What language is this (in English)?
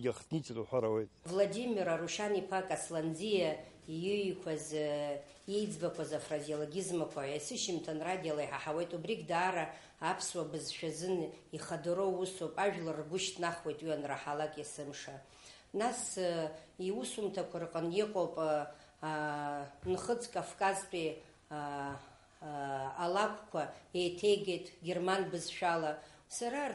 Abkhazian